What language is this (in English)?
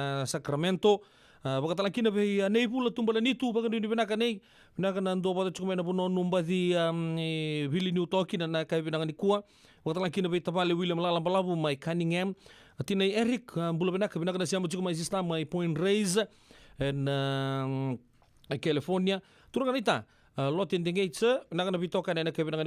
Fijian